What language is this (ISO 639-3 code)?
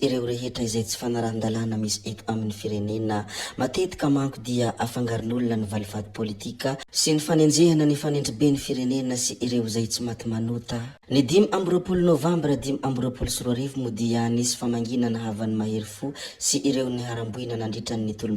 mlg